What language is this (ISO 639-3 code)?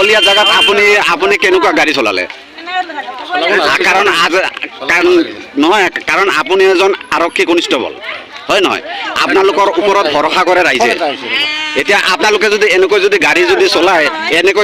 asm